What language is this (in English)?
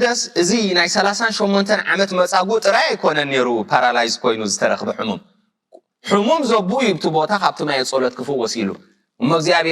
Tigrinya